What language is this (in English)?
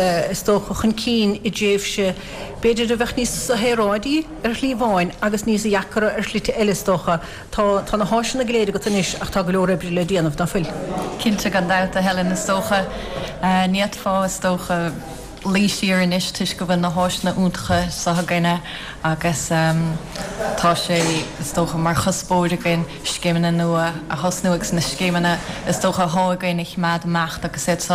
Irish